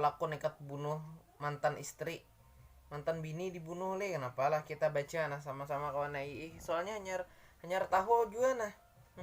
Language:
Banjar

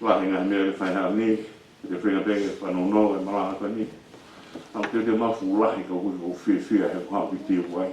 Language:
Tongan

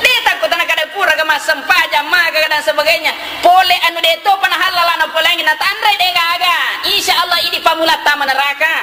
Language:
Buginese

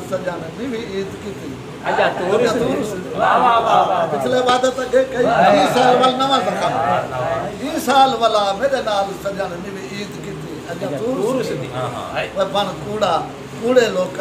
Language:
Saraiki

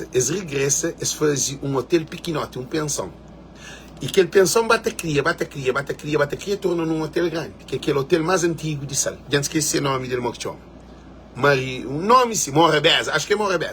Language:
Kabuverdianu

